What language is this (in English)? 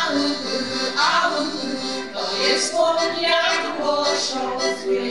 Silesian